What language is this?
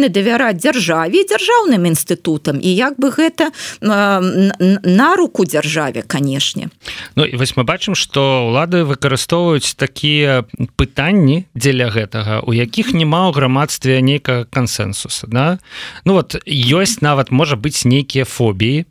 Belarusian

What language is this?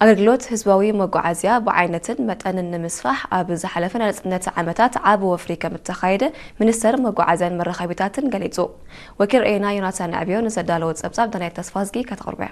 Tigrinya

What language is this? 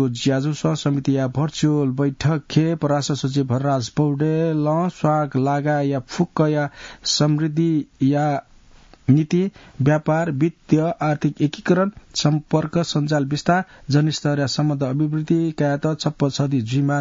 Newari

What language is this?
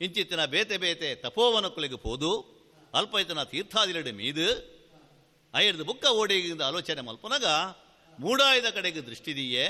Tulu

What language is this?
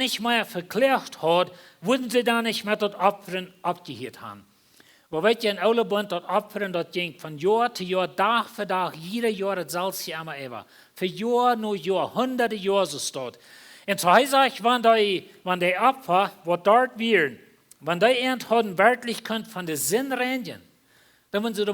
Plautdietsch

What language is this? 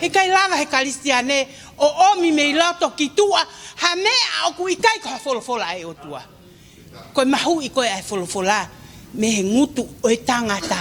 Tongan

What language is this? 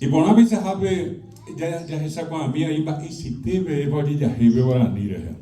Guarani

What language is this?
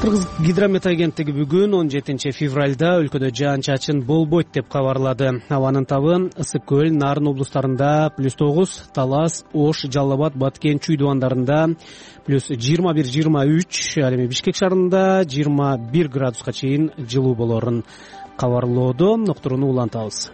Kyrgyz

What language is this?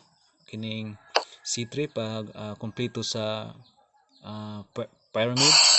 Cebuano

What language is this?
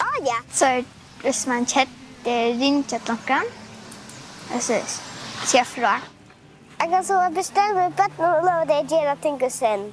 Faroese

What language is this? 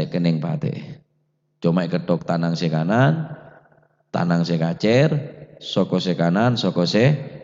Madurese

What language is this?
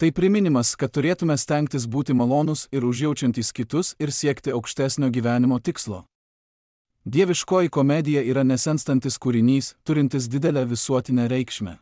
Lithuanian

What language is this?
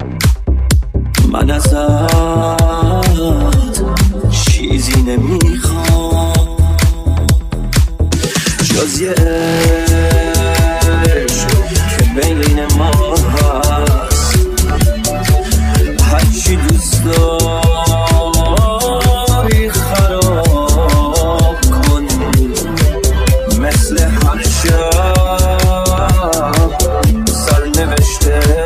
Persian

